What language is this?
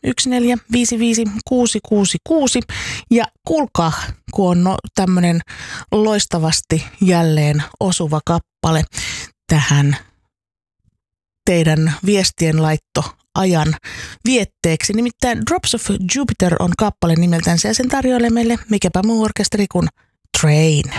Finnish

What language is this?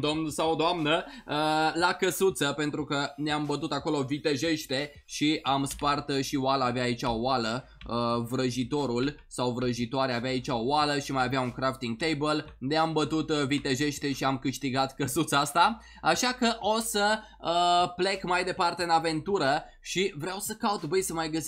Romanian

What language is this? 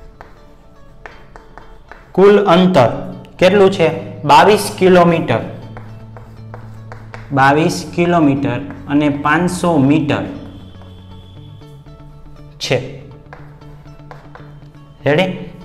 Gujarati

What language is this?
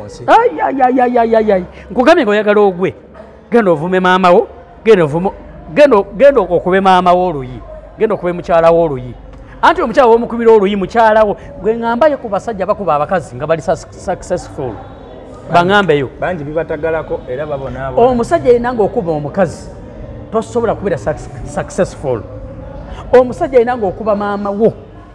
Ganda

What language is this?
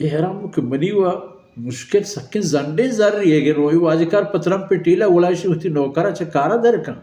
Baluchi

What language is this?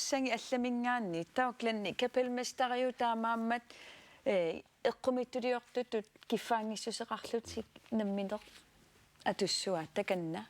Kalaallisut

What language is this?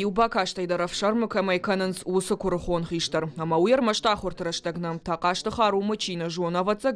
Ossetic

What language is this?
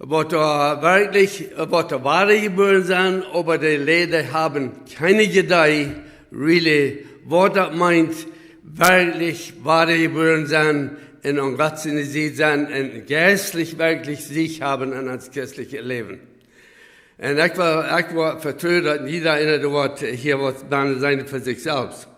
Plautdietsch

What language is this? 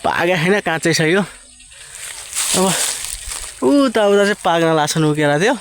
Nepali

